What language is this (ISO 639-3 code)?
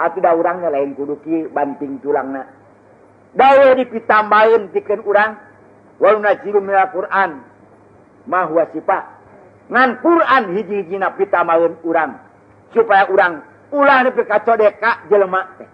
sun